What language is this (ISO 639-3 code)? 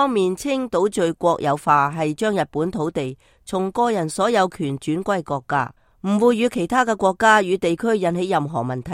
yue